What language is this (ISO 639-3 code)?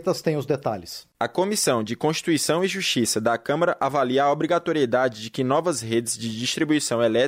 por